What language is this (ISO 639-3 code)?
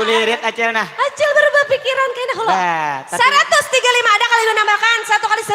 bjn